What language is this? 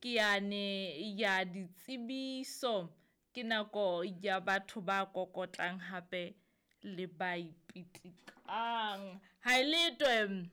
Southern Sotho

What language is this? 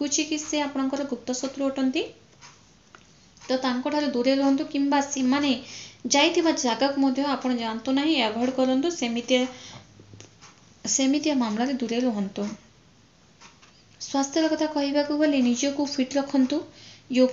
Odia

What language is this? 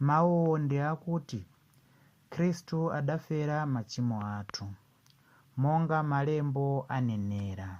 Nyanja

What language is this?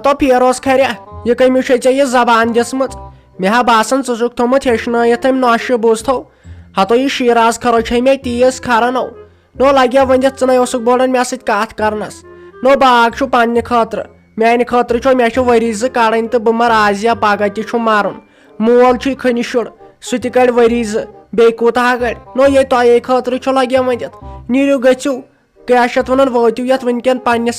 Kashmiri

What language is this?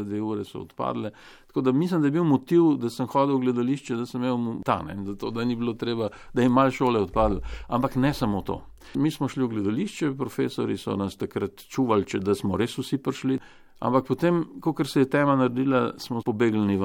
Slovenian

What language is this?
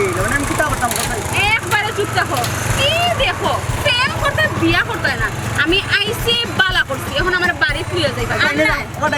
Sylheti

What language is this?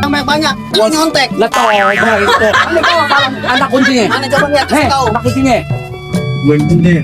Betawi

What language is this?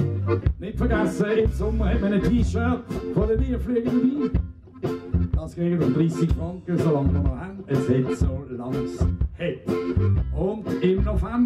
Swiss German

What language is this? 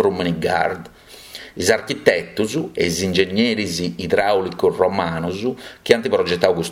Sardinian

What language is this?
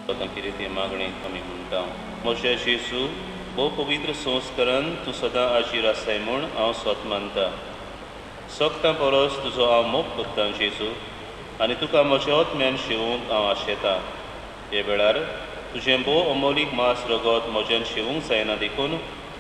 Konkani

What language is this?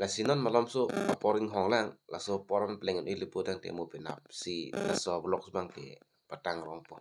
Karbi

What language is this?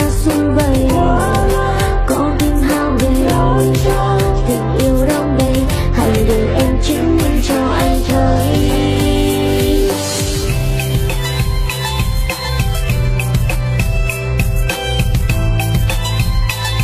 Vietnamese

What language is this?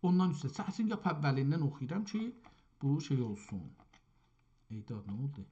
South Azerbaijani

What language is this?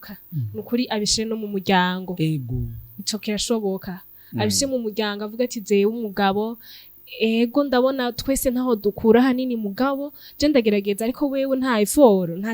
Rundi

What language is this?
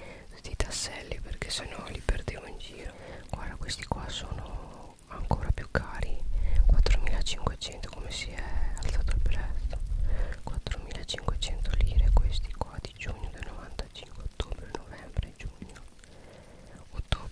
Italian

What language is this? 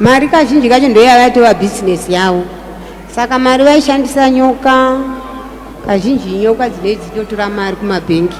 Shona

